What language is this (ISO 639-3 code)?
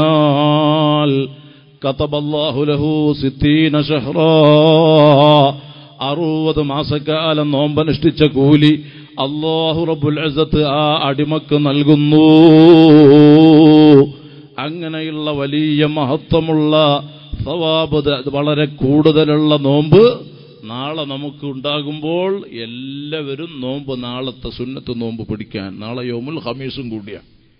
mal